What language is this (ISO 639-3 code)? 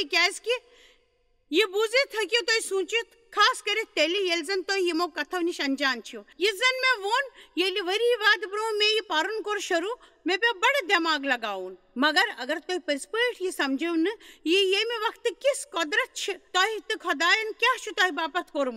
kas